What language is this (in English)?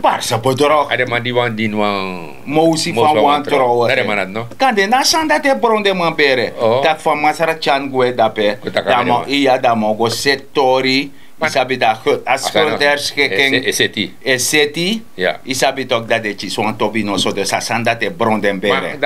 Sranan Tongo